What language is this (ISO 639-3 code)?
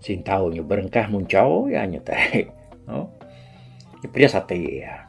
iba